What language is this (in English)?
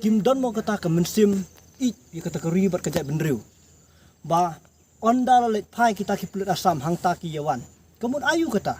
Khasi